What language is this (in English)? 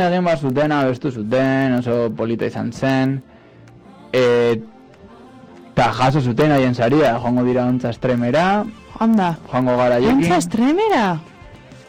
Basque